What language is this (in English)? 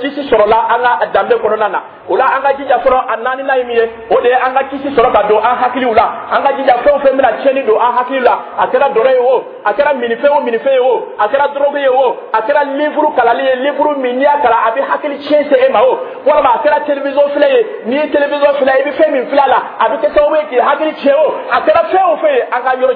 Dyula